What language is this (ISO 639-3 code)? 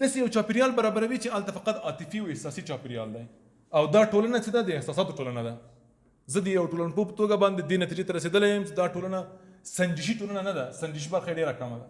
pus